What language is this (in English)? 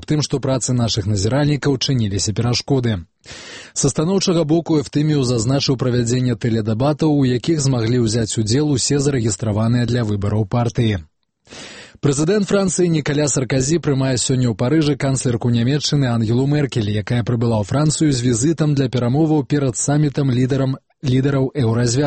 Belarusian